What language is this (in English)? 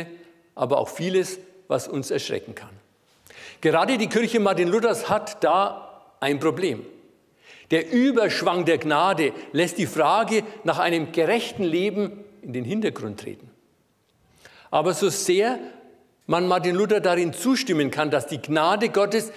German